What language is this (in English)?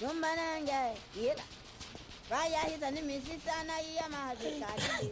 Tsonga